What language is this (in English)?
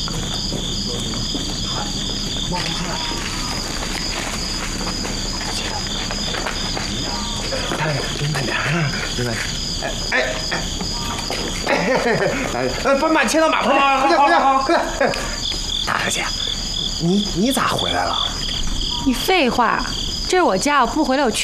Chinese